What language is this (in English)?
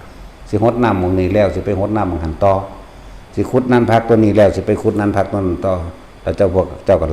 Northeastern Thai